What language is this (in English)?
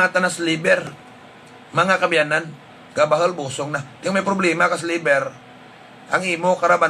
Hiligaynon